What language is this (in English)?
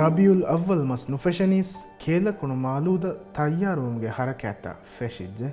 Divehi